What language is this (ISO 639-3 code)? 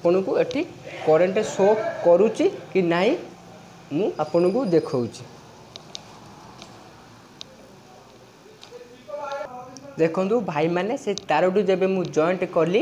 ori